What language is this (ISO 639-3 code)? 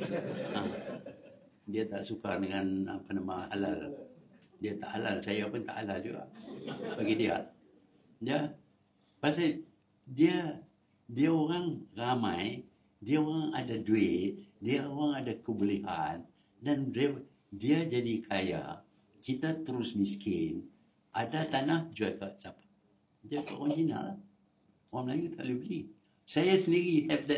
msa